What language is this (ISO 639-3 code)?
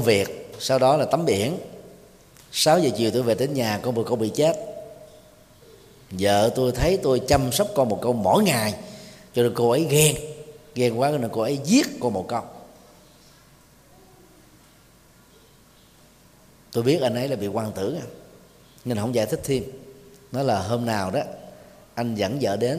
vie